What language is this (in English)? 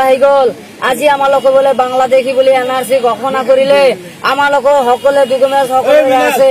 Assamese